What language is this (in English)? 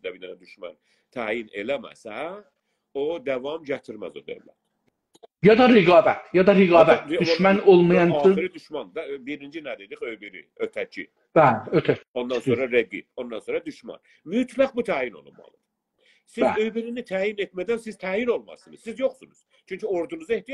South Azerbaijani